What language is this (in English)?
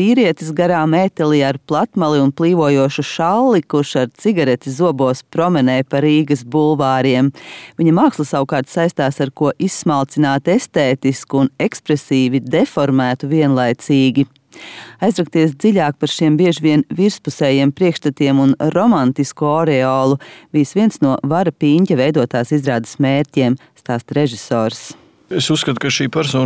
Latvian